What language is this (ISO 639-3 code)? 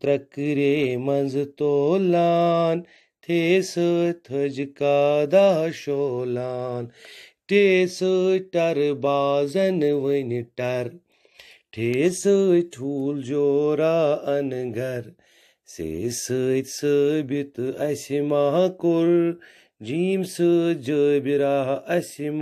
kas